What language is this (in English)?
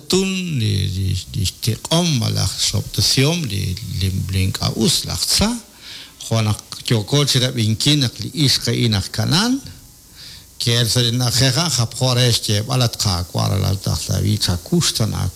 Kekchí